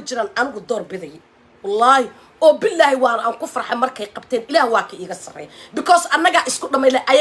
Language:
Somali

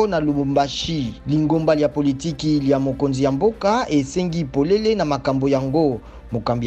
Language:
Lingala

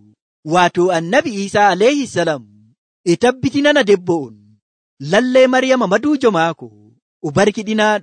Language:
Nigerian Fulfulde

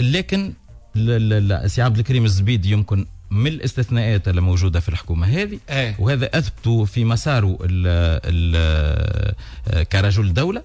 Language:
Tunisian Arabic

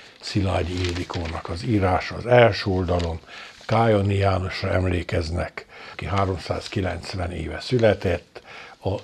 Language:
Hungarian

